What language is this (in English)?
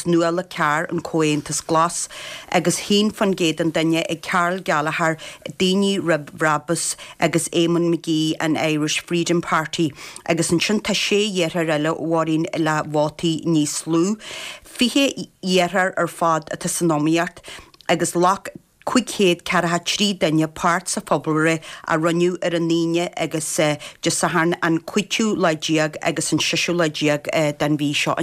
Irish